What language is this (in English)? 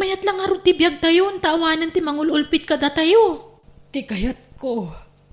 Iloko